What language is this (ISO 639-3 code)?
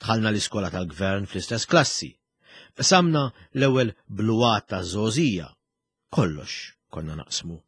mlt